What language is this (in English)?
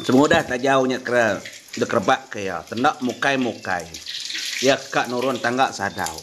Iban